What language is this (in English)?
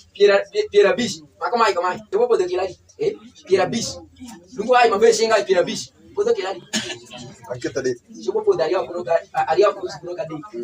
Alur